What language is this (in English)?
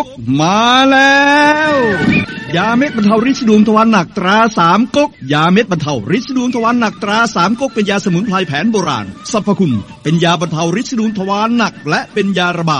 Thai